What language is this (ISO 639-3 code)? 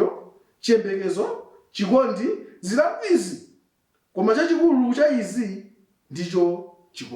nya